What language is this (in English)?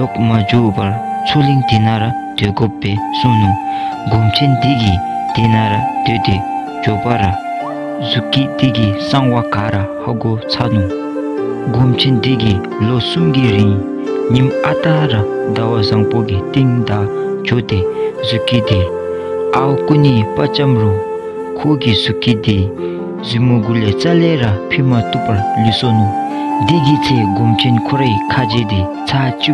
Dzongkha